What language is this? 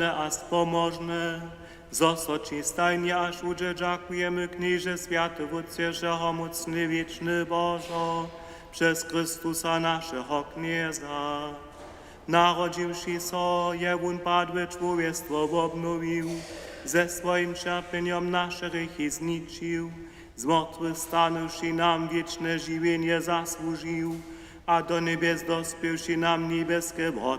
Upper Sorbian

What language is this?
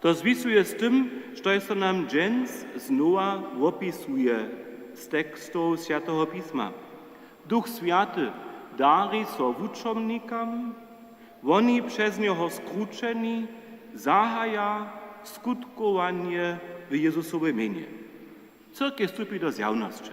Upper Sorbian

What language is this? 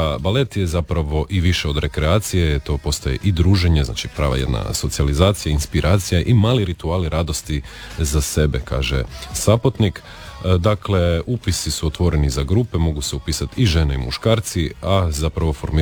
Croatian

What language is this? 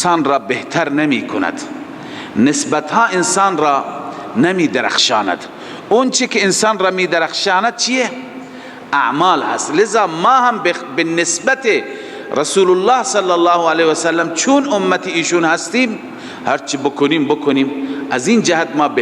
Persian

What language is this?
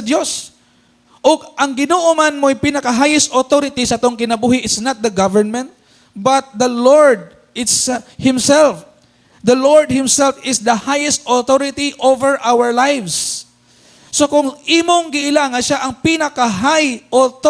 Cebuano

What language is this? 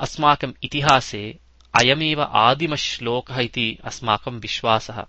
Sanskrit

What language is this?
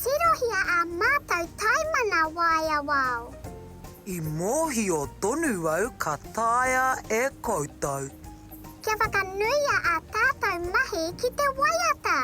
Māori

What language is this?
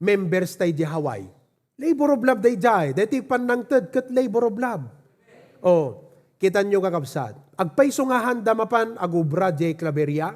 Iloko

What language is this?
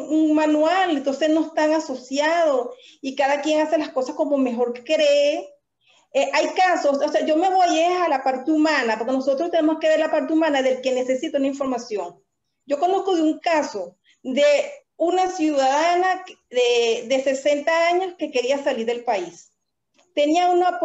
Spanish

